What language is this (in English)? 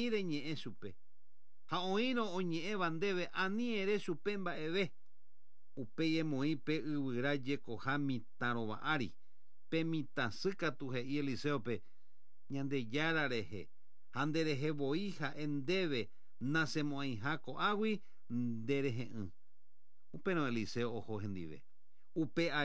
Guarani